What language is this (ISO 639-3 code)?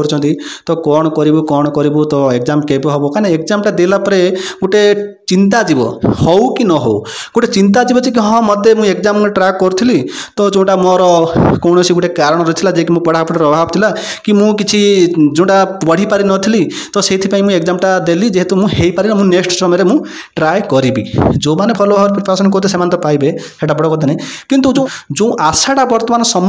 ori